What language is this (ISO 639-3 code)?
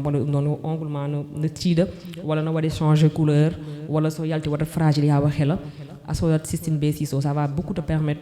ful